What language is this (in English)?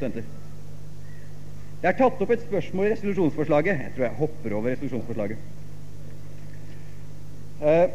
Norwegian